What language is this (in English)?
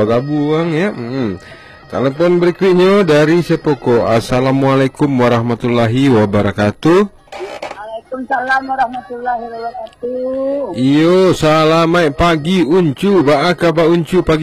Minangkabau